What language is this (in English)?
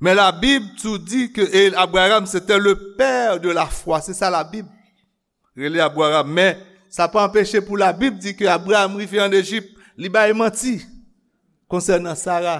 Haitian Creole